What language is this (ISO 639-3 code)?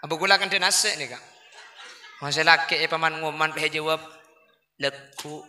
mad